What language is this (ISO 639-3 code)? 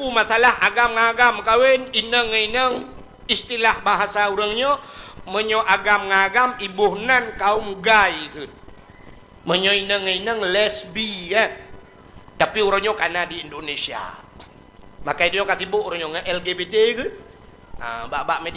ace